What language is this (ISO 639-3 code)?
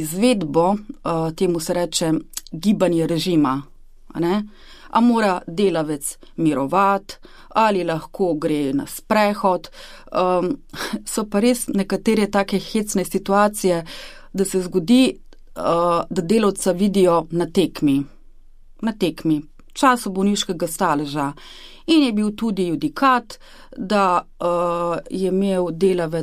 slv